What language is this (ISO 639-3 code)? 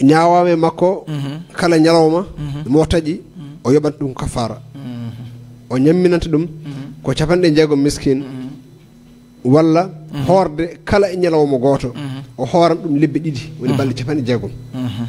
ful